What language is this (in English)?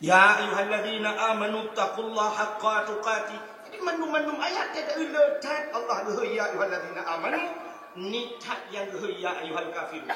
Achinese